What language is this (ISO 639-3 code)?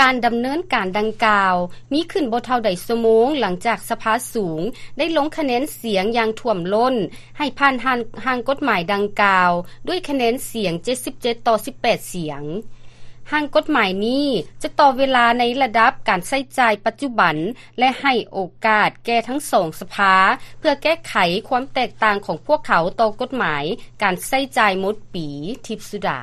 lao